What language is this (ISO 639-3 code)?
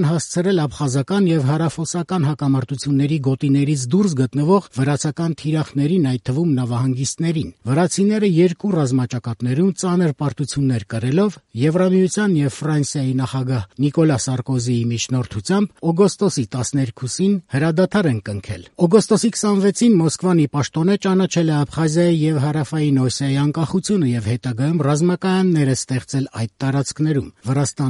hye